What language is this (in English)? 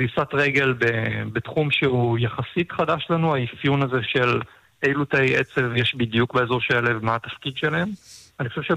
Hebrew